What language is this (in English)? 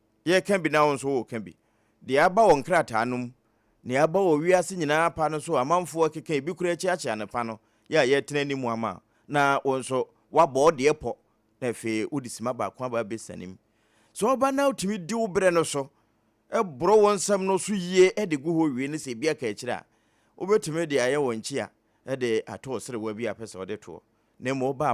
Akan